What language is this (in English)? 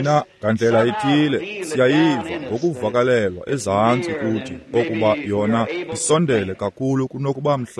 Xhosa